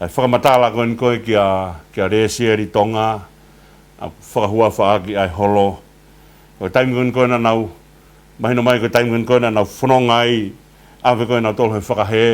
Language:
Tongan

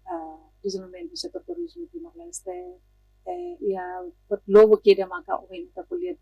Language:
Tetum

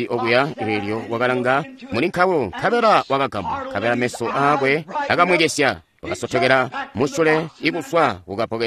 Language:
Tonga (Zambia)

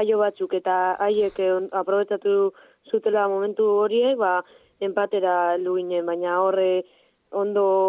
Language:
Basque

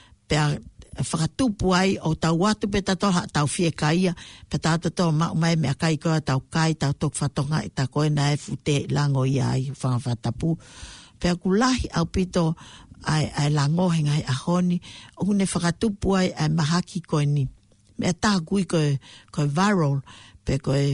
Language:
Tongan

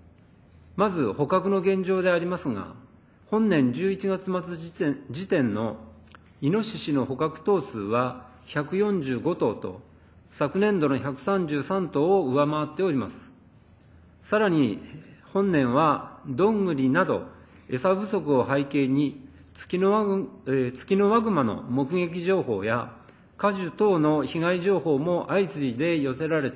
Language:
Japanese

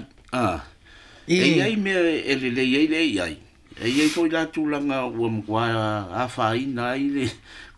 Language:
Samoan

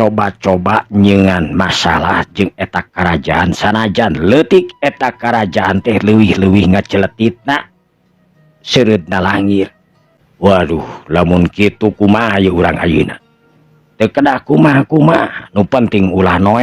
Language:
Sundanese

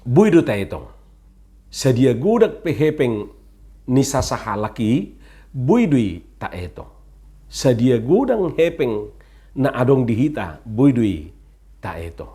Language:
Batak Toba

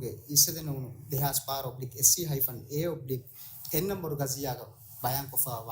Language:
Divehi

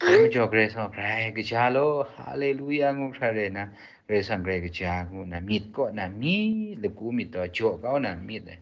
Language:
Kachin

